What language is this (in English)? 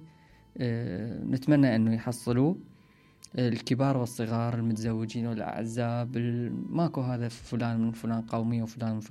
Mesopotamian Arabic